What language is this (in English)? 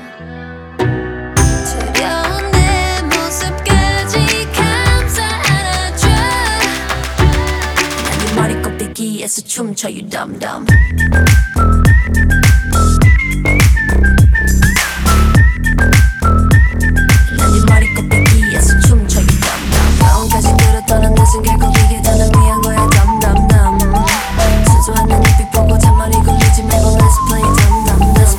Korean